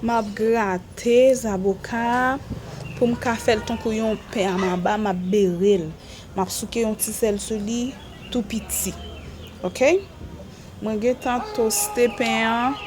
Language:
Haitian Creole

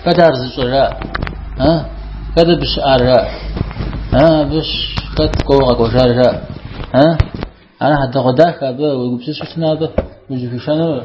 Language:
Kabardian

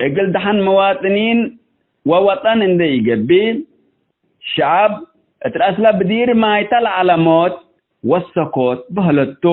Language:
Tigre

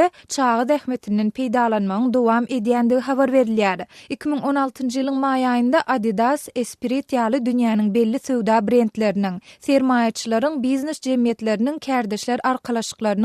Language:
Turkmen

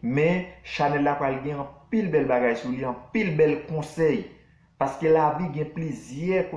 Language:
Haitian Creole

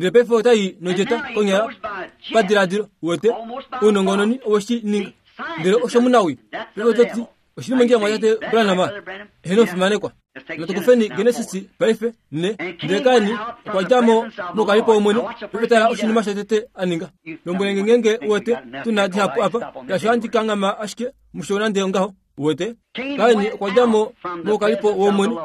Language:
Kuanyama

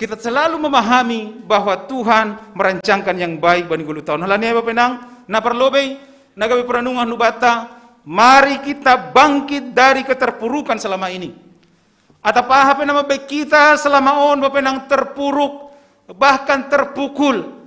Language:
Batak Simalungun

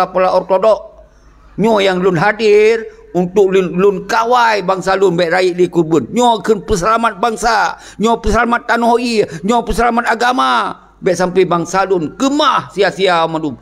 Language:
Achinese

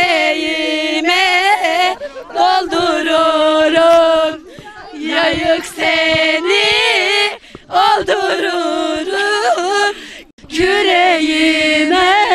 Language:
Turkish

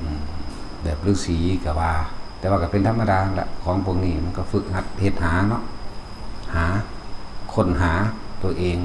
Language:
Northeastern Thai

